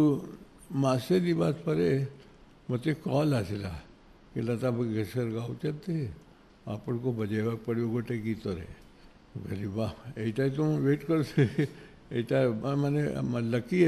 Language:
Odia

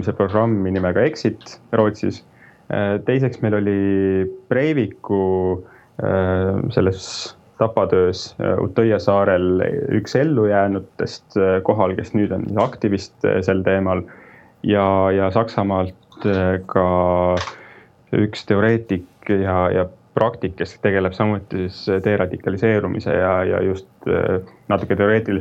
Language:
Estonian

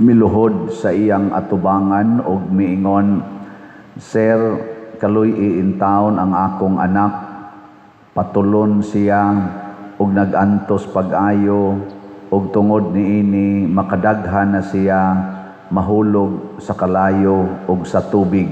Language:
Cebuano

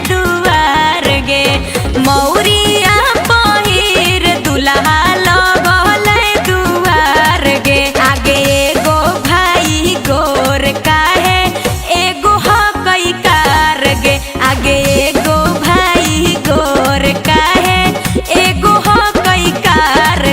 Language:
Magahi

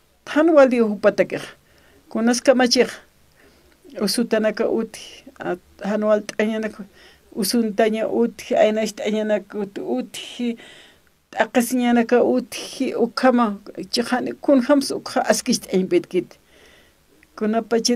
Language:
Aymara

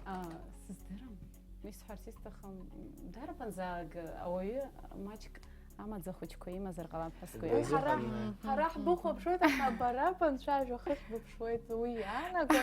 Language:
Abkhazian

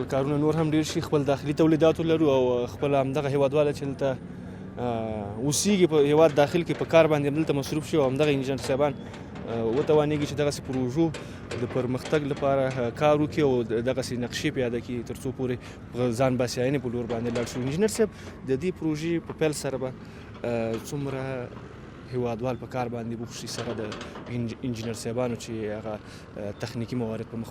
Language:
Pashto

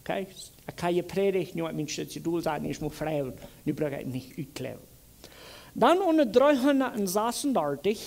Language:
Plautdietsch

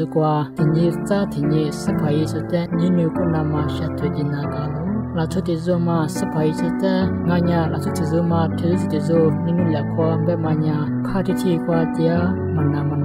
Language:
Lisu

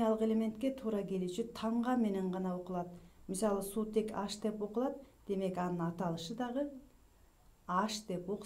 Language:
Kyrgyz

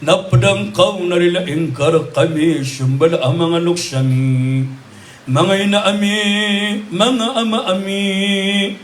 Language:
Maranao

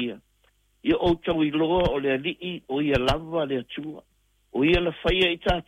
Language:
Samoan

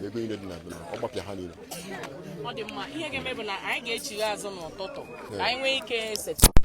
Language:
Igbo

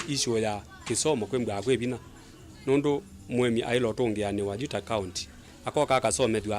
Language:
Kamba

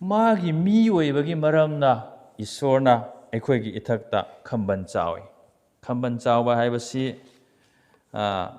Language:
Manipuri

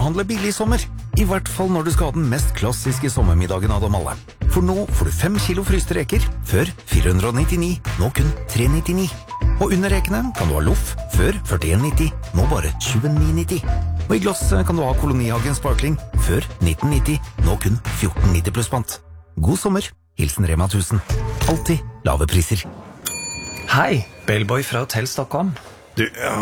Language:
Norwegian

